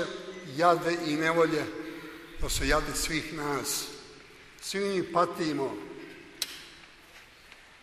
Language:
Serbian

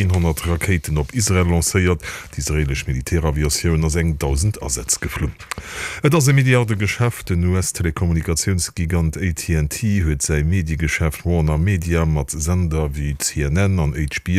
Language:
Luxembourgish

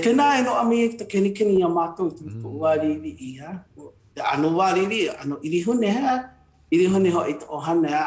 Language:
Hawaiian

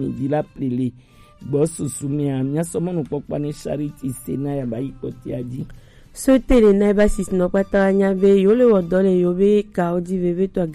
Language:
Gen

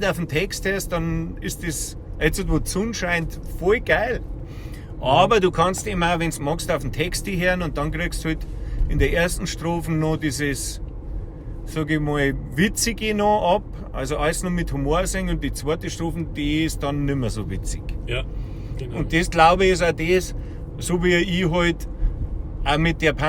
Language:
Bavarian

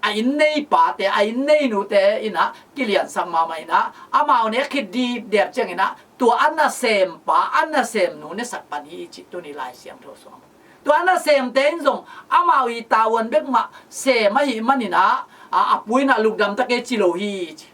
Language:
Tedim Chin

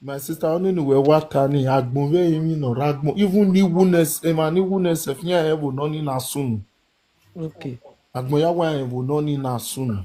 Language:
Nigerian Pidgin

